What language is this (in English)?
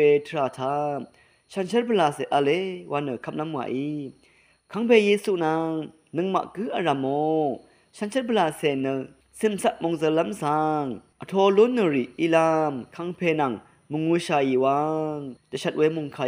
Rawang